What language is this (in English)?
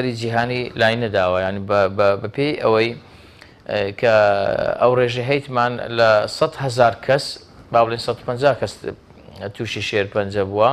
Central Kurdish